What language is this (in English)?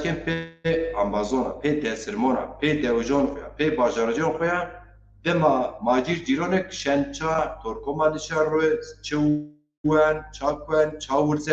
Zaza